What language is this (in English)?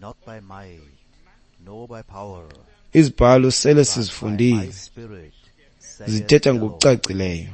Xhosa